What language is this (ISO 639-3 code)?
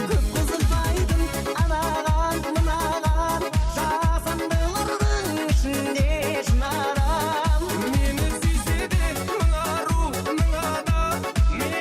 kaa